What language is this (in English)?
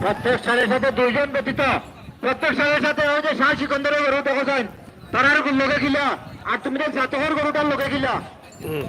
Sylheti